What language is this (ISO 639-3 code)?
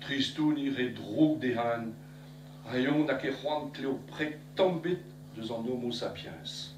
bre